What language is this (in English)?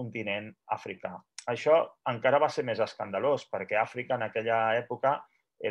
Catalan